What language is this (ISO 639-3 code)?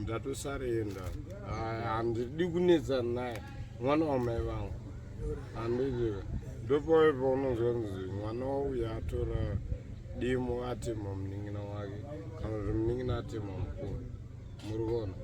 sna